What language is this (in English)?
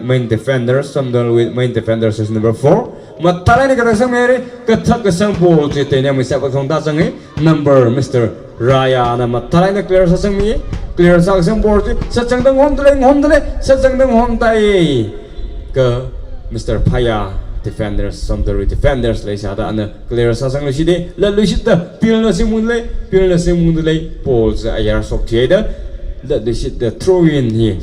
Tangkhul Naga (India)